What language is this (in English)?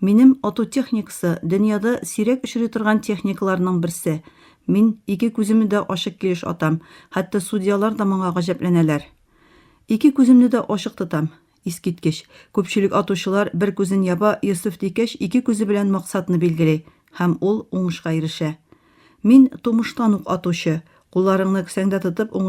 Tatar